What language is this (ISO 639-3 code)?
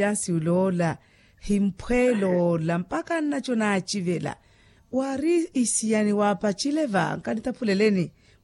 vmw